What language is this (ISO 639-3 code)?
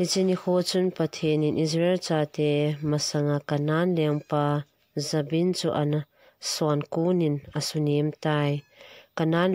tcz